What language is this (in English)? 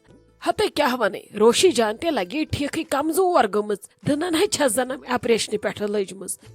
Kashmiri